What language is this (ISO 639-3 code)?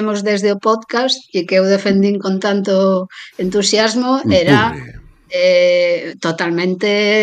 glg